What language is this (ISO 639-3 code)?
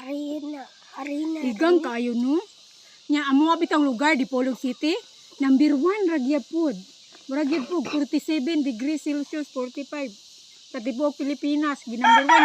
ceb